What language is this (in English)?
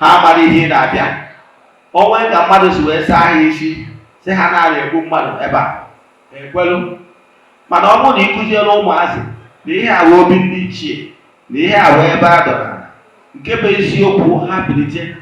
Igbo